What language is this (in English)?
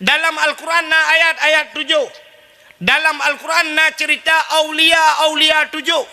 Achinese